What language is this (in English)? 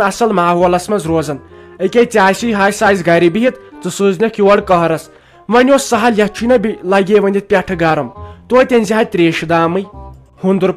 Kashmiri